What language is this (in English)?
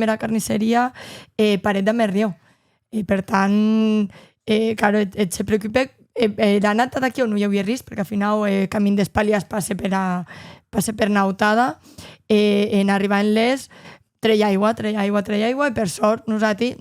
Occitan